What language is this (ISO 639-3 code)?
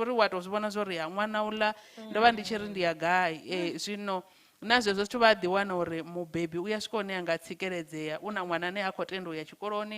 ven